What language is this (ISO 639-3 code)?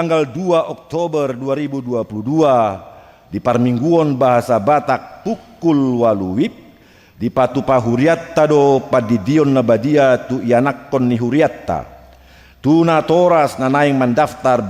bbc